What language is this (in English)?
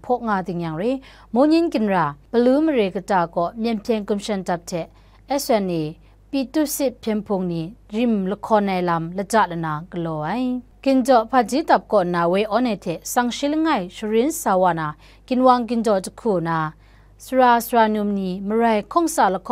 Kachin